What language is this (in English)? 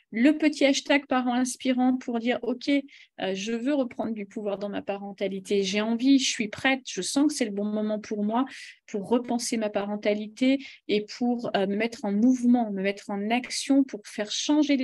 French